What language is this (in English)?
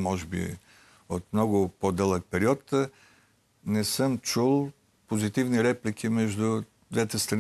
Bulgarian